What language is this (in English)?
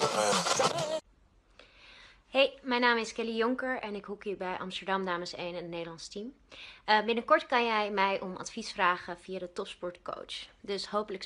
Dutch